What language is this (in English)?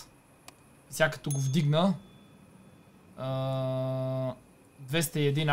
Bulgarian